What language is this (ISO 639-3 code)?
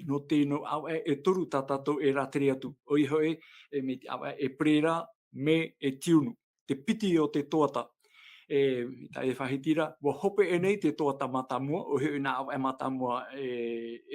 tah